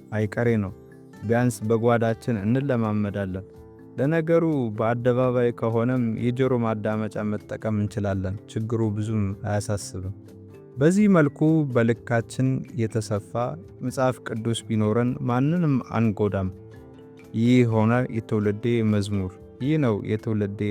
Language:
Amharic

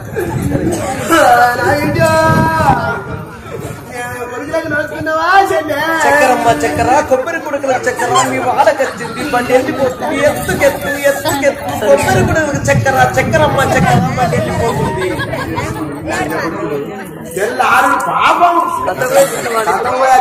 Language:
Telugu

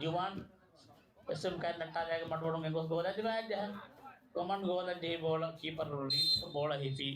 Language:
Divehi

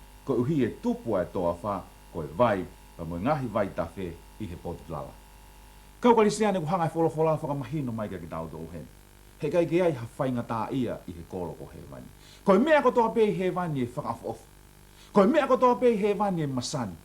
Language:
Tongan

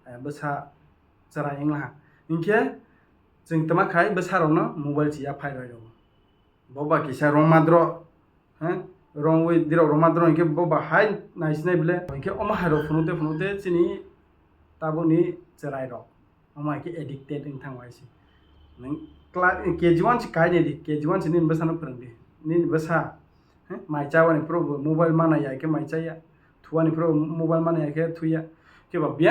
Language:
Kok Borok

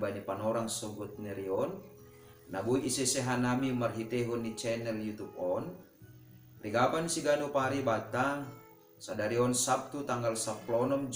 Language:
Batak Simalungun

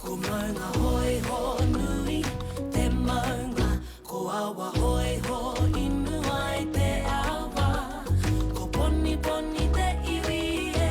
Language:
Māori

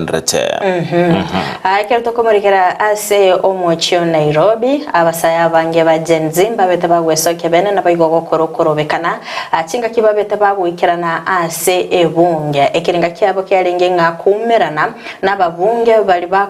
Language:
Gusii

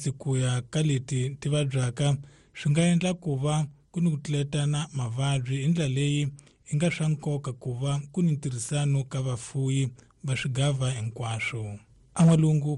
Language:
Tsonga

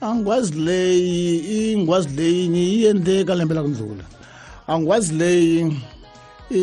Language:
Tsonga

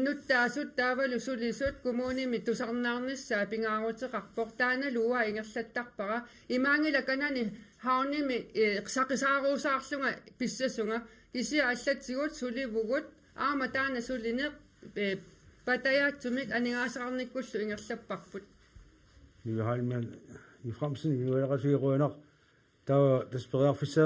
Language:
Kalaallisut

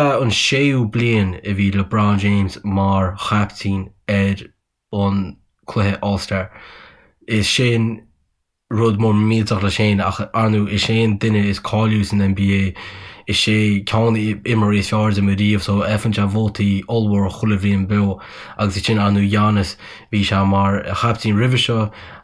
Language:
Irish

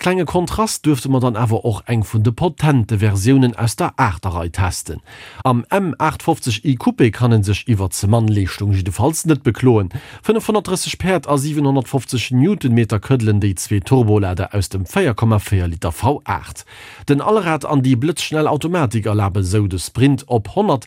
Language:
Luxembourgish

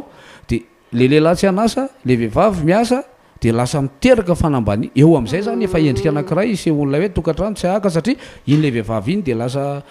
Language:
Malagasy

